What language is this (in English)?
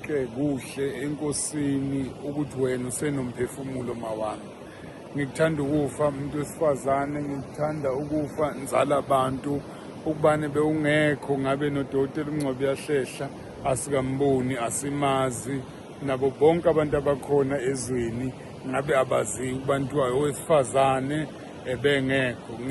Zulu